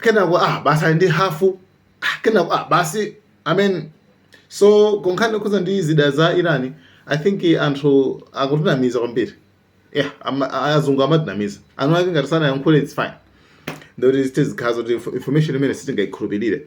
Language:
Nyanja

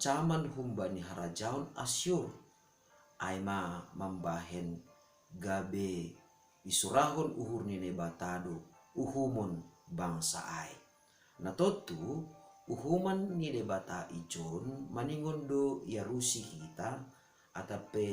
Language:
Batak Simalungun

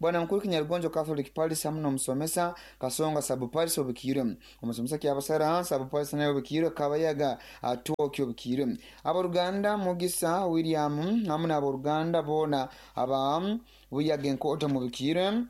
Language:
Nyoro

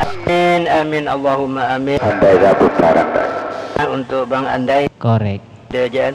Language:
Madurese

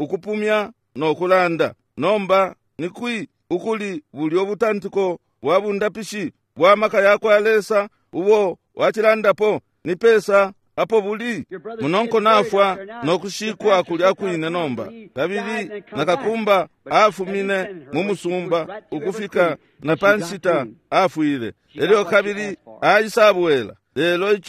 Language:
Bemba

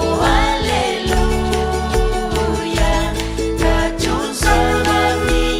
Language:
Ayacucho Quechua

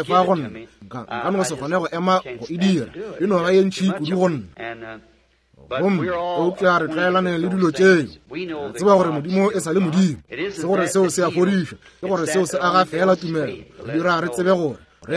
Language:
Northern Sotho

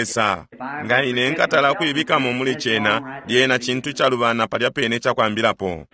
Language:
Bemba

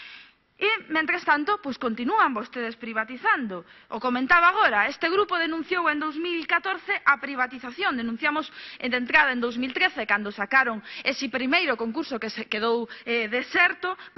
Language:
Galician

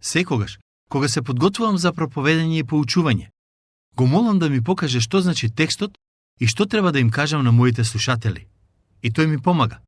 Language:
Macedonian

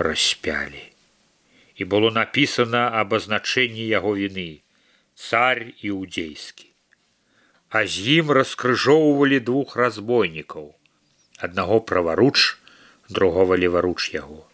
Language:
Belarusian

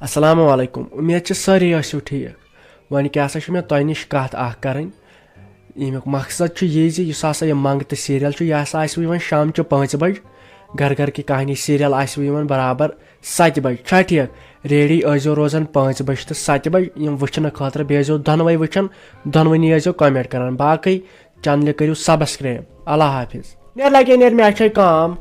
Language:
Kashmiri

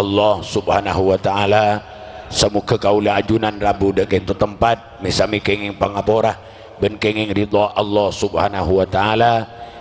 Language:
Madurese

